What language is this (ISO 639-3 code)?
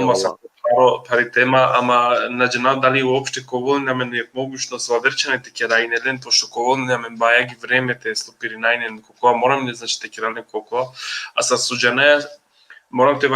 rmn